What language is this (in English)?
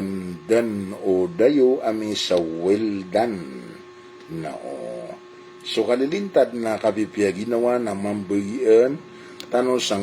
Maranao